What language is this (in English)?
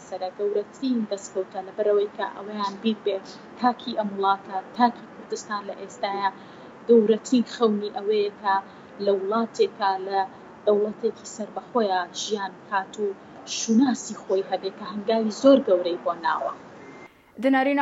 Central Kurdish